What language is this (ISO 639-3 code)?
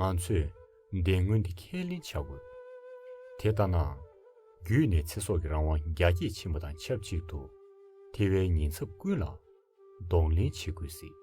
bod